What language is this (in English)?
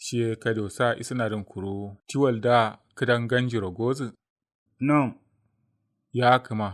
Kanuri